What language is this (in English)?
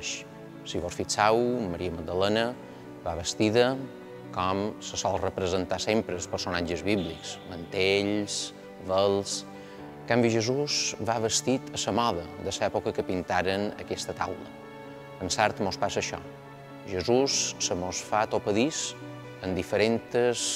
Catalan